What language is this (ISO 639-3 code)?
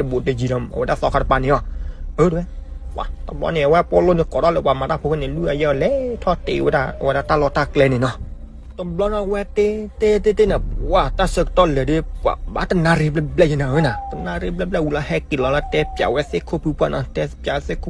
ksw